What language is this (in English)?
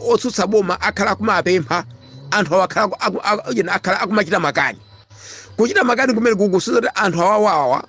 Nyanja